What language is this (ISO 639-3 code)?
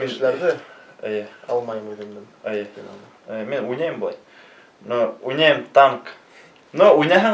bak